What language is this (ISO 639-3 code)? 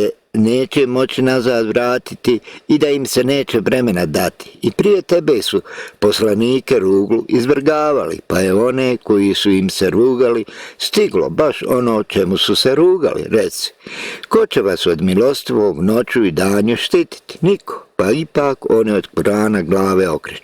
bos